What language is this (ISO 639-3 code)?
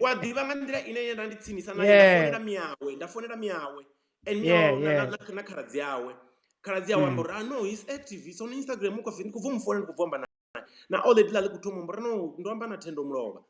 ven